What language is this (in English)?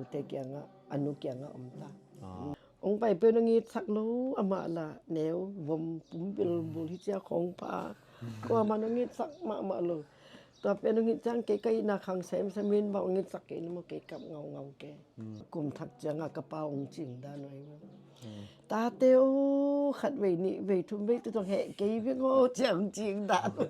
Tedim Chin